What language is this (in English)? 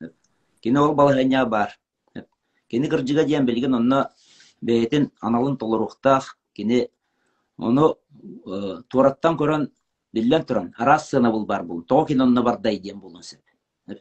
Yakut